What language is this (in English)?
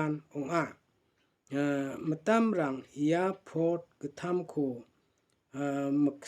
Garo